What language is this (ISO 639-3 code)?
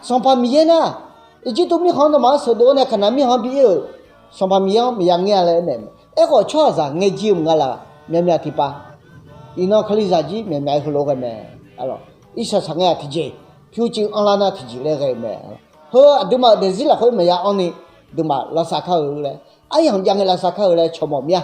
ahk